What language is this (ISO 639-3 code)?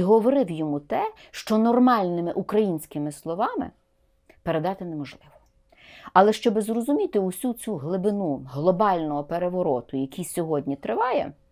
ukr